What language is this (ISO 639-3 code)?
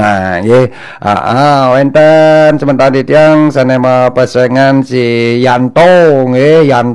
ban